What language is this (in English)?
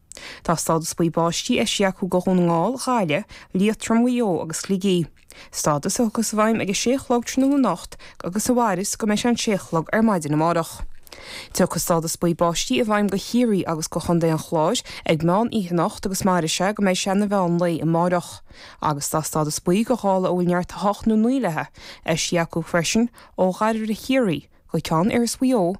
Irish